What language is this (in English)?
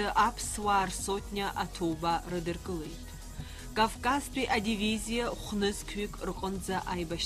Abkhazian